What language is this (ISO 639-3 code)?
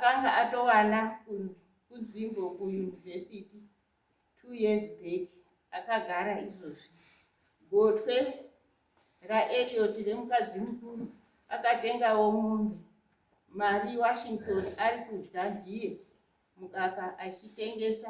sna